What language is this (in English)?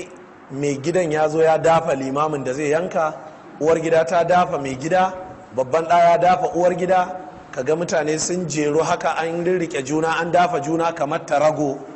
Hausa